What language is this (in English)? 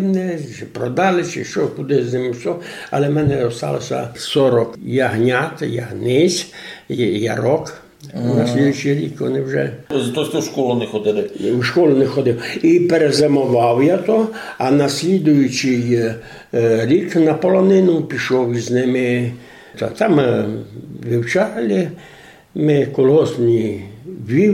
Rusyn